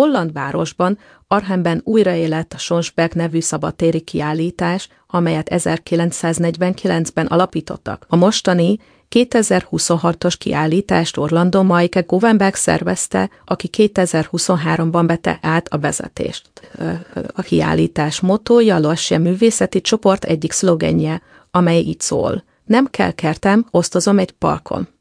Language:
Hungarian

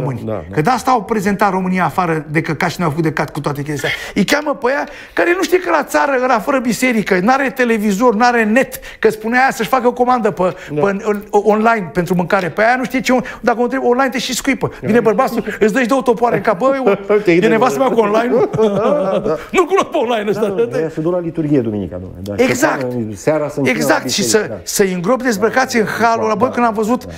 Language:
Romanian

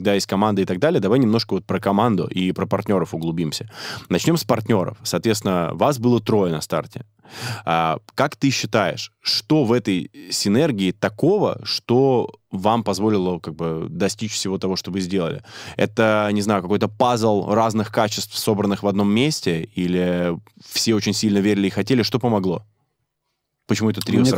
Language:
Russian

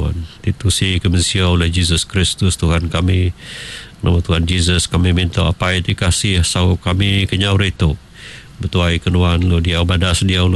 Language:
Iban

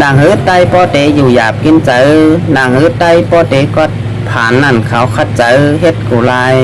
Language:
Shan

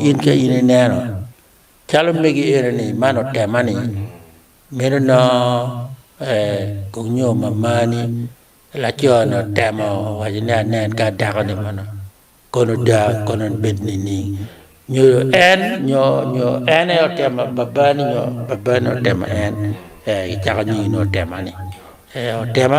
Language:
Acoli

